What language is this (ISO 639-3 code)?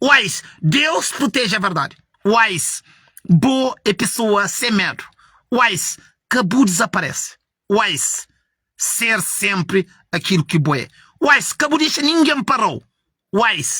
kea